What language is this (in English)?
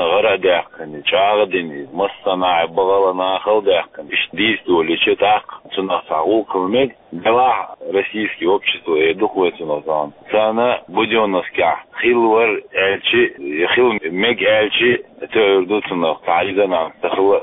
Chechen